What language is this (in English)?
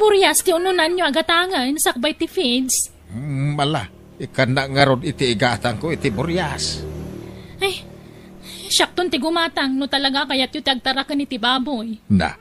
Iloko